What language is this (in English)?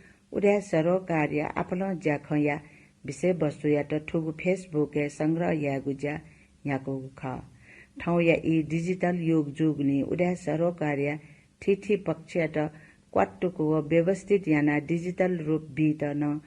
Newari